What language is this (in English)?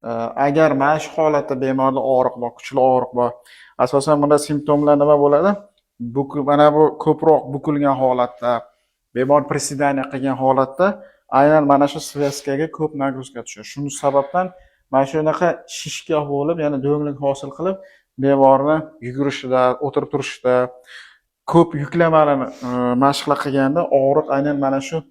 Uzbek